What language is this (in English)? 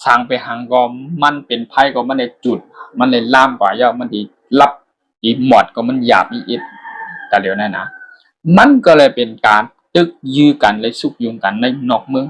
Shan